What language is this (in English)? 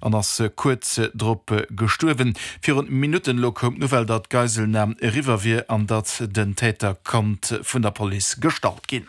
Luxembourgish